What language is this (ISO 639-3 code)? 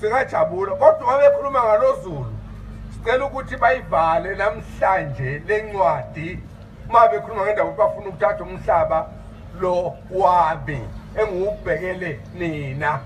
zul